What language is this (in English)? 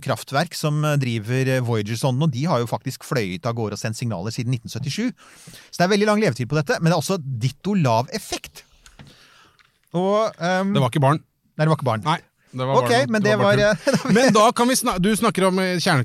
Norwegian